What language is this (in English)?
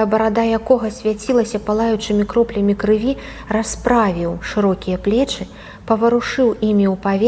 Belarusian